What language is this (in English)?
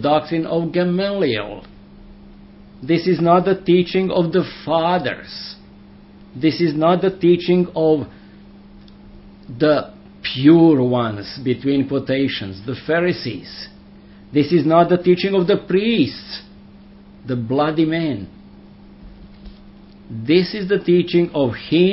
English